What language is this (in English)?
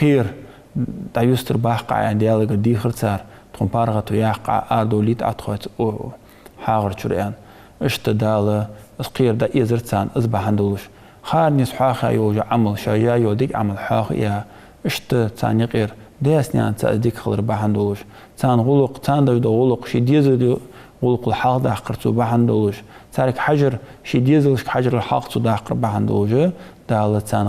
Ingush